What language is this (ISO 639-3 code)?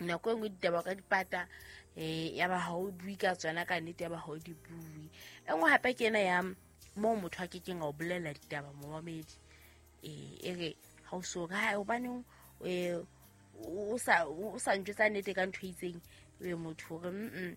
sot